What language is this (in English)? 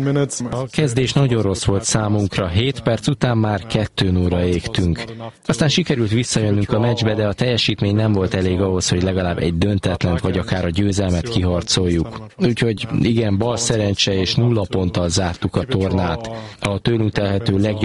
Hungarian